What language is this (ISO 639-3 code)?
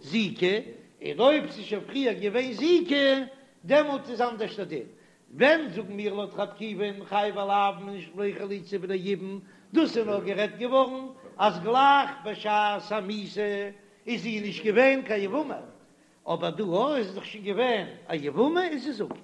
yid